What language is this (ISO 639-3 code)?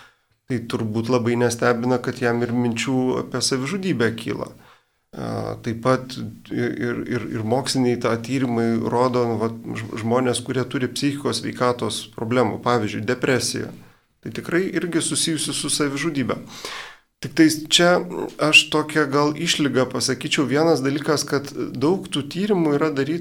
lit